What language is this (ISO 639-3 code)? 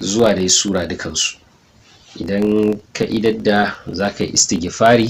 hau